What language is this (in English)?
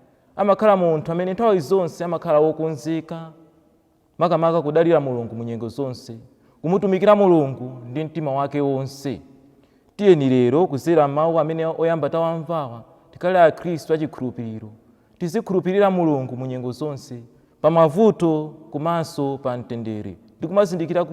Nyanja